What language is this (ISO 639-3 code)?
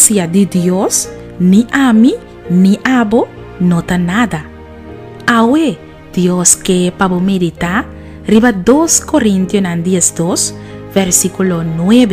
pap